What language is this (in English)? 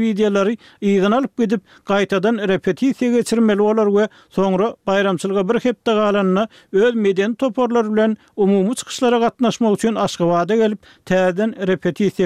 Turkmen